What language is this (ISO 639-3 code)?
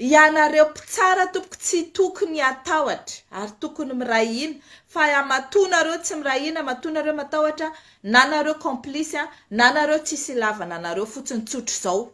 mlg